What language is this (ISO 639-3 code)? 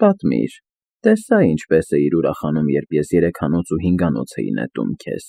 hye